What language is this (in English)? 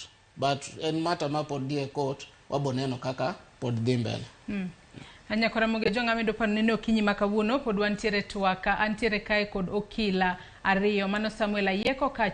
Luo (Kenya and Tanzania)